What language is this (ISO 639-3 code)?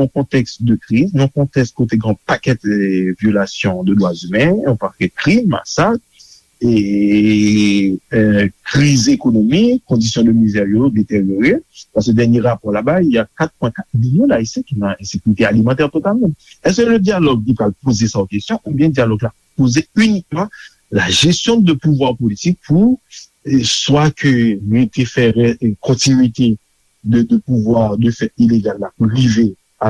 hat